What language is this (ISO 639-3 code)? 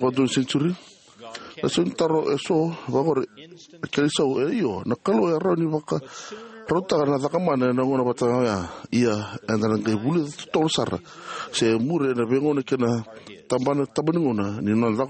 fij